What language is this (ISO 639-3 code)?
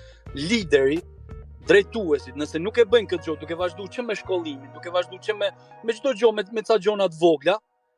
sqi